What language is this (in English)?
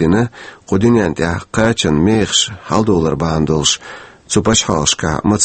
Chechen